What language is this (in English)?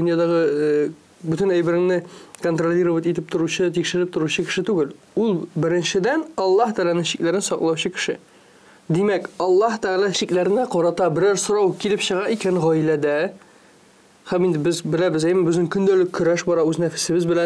Tatar